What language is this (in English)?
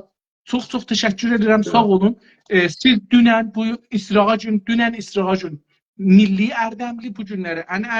South Azerbaijani